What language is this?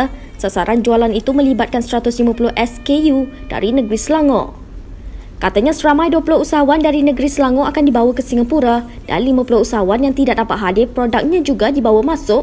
Malay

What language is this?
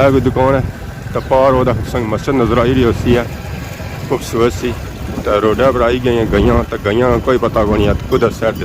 Pahari-Potwari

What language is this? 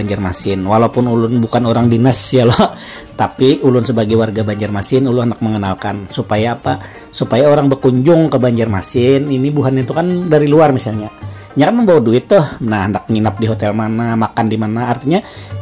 Banjar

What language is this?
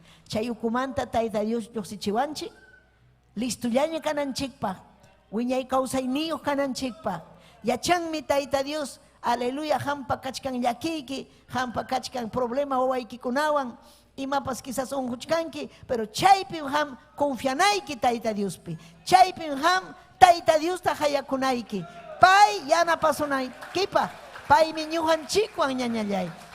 Ayacucho Quechua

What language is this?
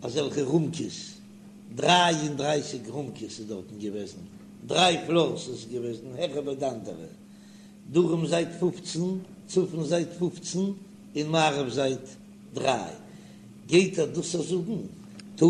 Yiddish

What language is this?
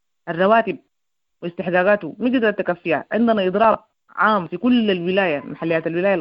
Sudanese Arabic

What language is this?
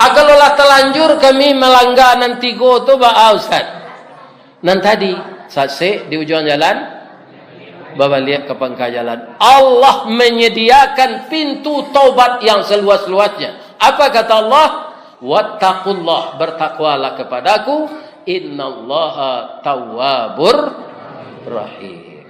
Minangkabau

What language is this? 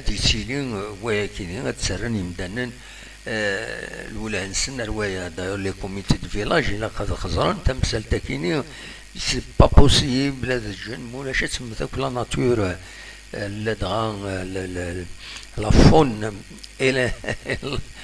Kabyle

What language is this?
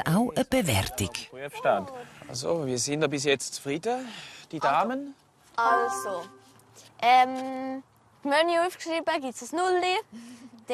Swiss German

